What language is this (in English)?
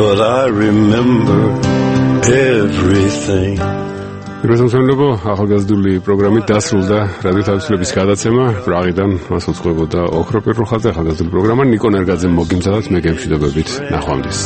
Georgian